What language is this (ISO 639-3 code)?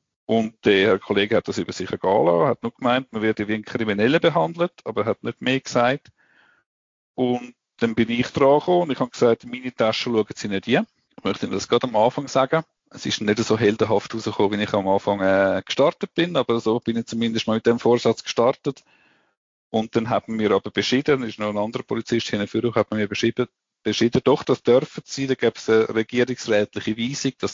deu